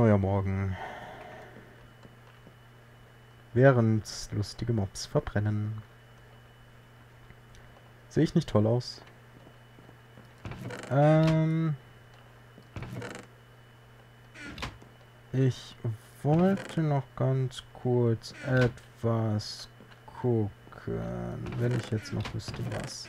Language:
German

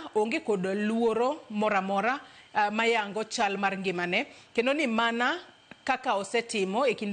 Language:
Luo (Kenya and Tanzania)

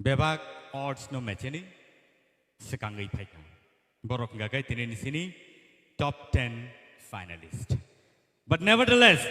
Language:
Kok Borok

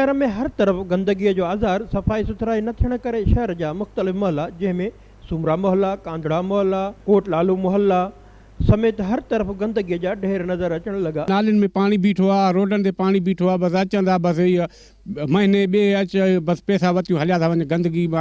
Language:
Sindhi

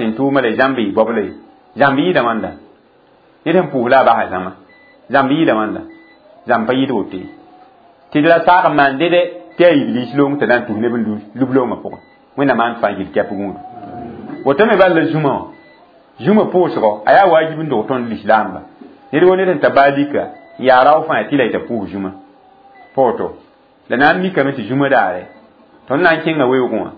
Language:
Mossi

